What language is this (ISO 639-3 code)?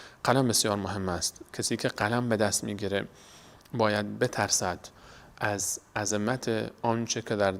fas